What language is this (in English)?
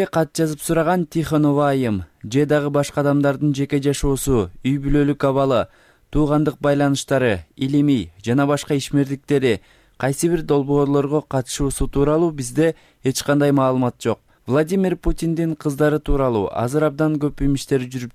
Kyrgyz